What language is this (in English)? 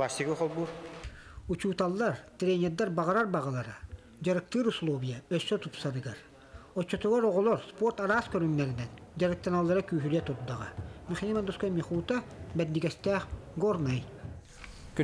Yakut